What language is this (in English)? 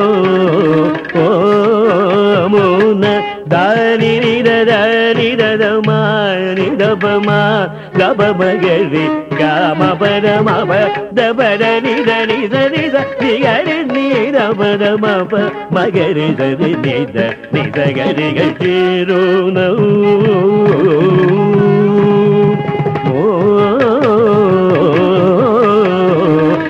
Telugu